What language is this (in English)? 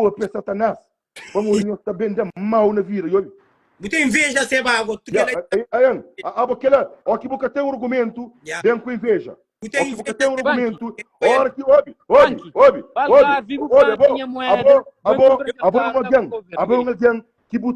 Kabuverdianu